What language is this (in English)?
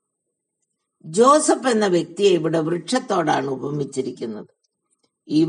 Malayalam